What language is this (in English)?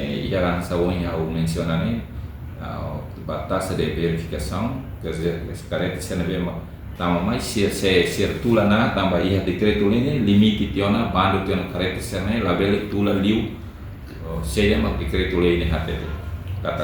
Tetum